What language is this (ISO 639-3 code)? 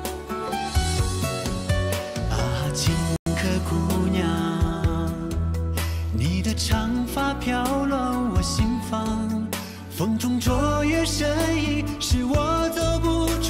zho